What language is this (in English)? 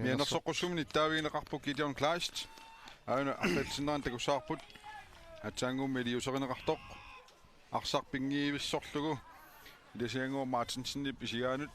Kalaallisut